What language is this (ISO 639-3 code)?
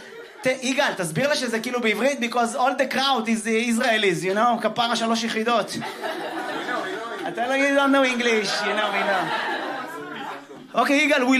heb